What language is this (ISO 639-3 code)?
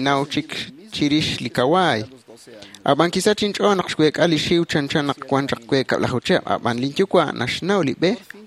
kek